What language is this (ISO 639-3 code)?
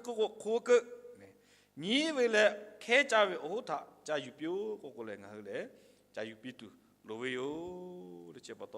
lhu